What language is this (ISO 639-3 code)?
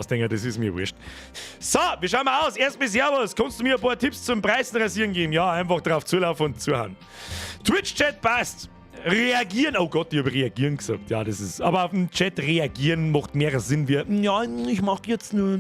bar